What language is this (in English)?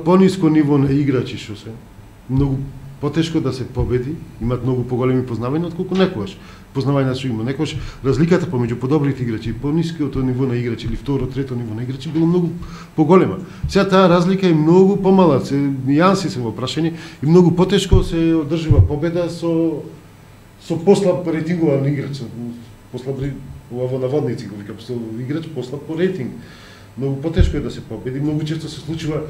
Macedonian